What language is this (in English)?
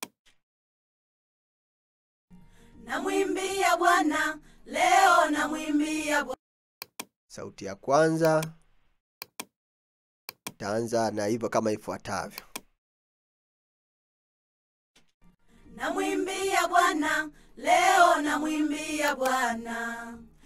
Swahili